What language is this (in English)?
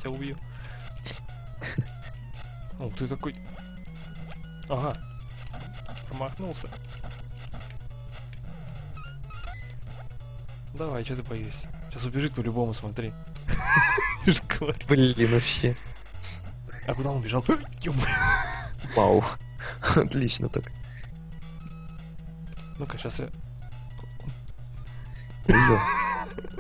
Russian